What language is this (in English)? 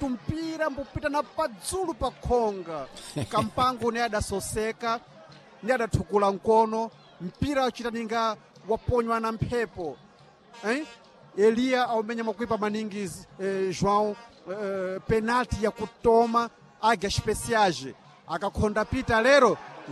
Sena